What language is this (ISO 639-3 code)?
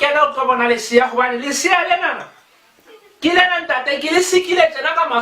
sot